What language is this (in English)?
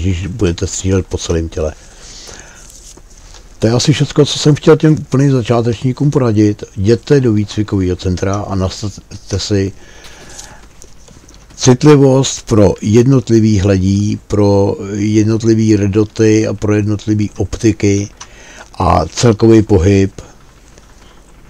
Czech